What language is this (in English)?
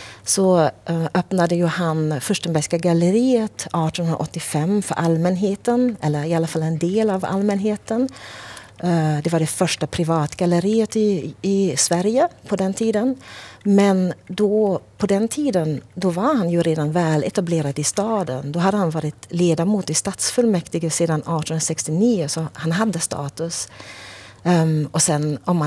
Swedish